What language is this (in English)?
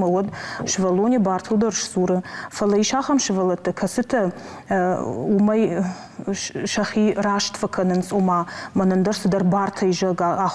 Ossetic